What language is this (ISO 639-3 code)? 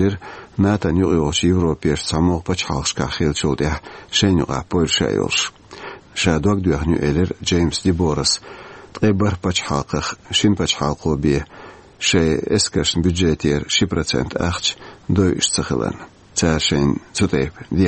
che